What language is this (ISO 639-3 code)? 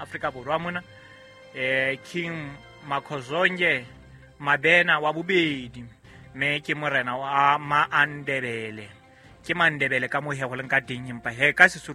sot